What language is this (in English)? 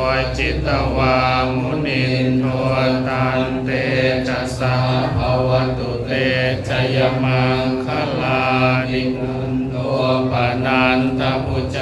Pali